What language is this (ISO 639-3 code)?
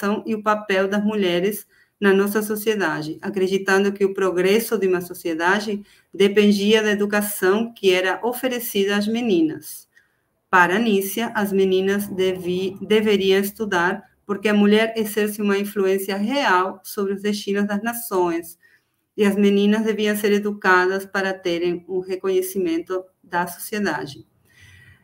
por